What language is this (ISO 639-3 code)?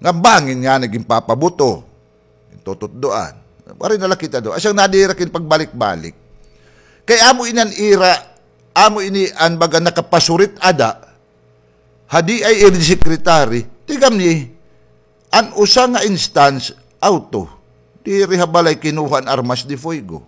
war